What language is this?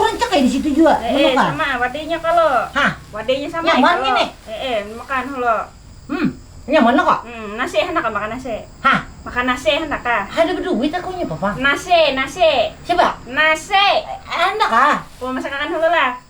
Banjar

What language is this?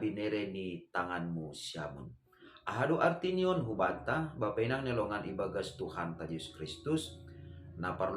Batak Simalungun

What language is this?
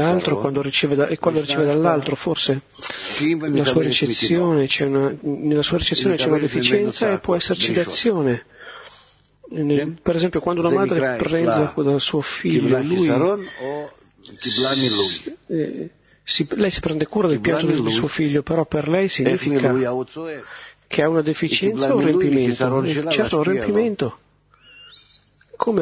Italian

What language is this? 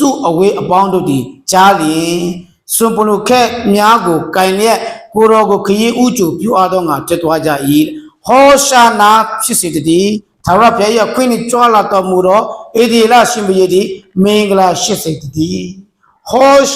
Akha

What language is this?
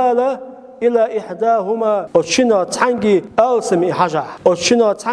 Chechen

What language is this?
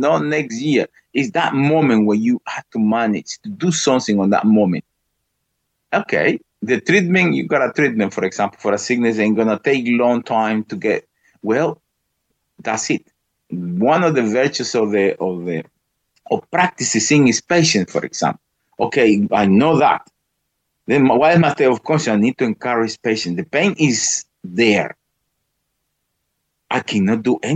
English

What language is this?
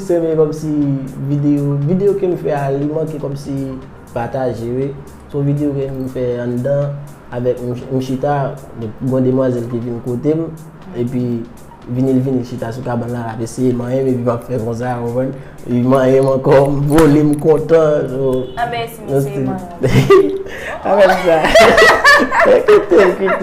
Haitian Creole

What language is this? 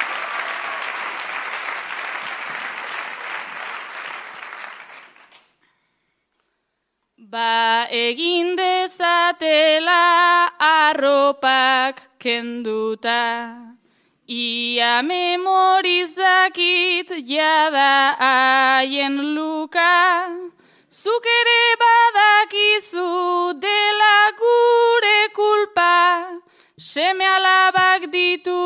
Basque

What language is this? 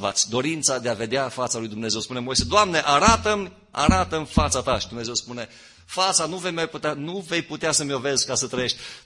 Romanian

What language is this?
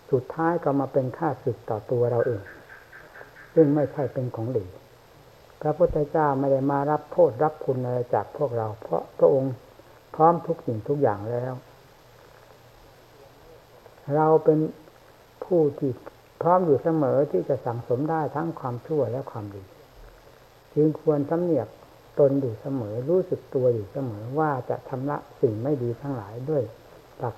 Thai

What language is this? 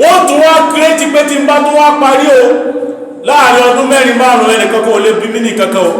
Yoruba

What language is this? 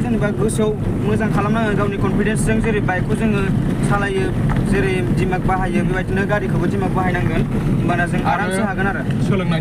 Bodo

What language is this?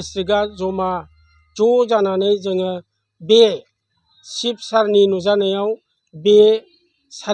Bodo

